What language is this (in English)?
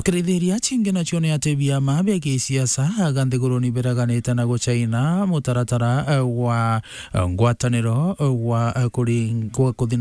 Meru